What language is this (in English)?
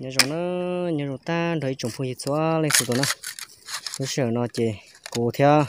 Hmong